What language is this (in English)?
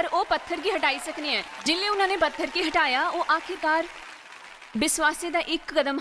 Dogri